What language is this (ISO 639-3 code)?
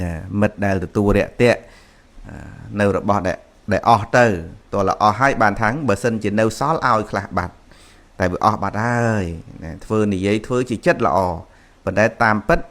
khm